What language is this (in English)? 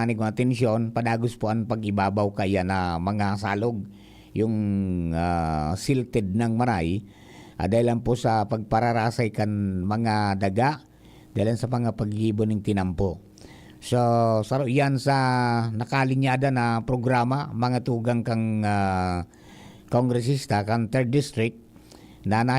Bikol